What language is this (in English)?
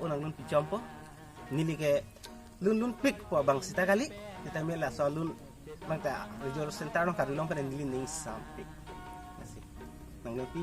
Karbi